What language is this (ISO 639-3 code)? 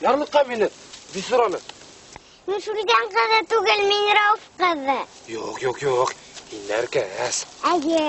bak